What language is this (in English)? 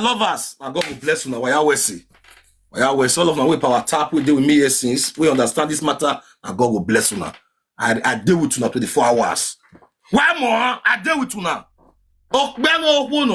Nigerian Pidgin